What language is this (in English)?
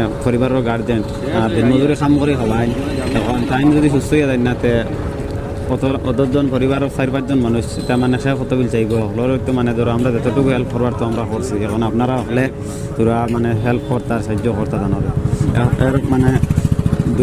Sylheti